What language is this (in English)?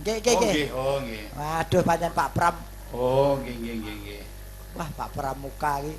Javanese